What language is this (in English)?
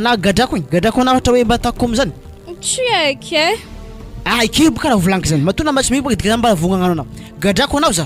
Malagasy